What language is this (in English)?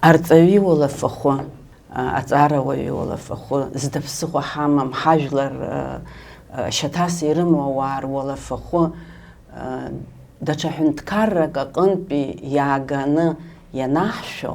Abkhazian